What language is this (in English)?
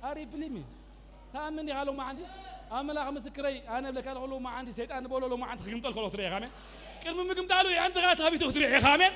Tigrinya